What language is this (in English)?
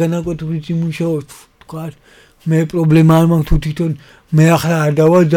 Georgian